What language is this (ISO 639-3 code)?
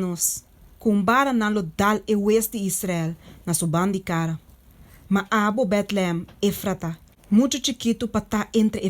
pap